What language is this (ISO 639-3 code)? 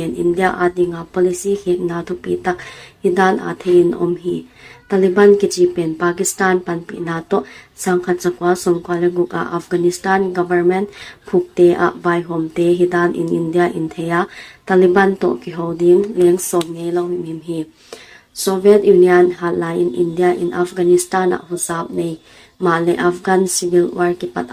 pck